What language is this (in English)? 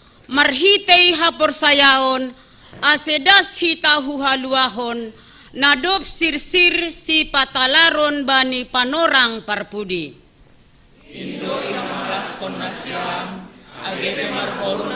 Batak Simalungun